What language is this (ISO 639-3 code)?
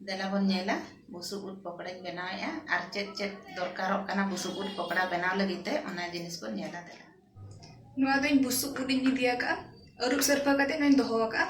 sat